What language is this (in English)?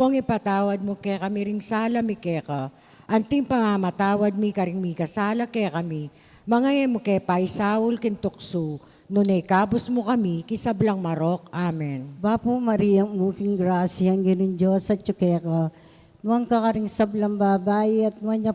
Pampanga